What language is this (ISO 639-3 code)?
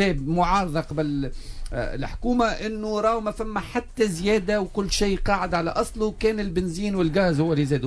aeb